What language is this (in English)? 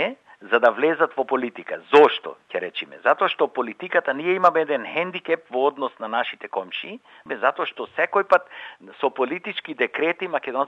Macedonian